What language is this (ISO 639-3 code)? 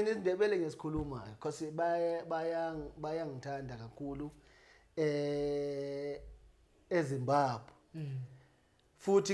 zul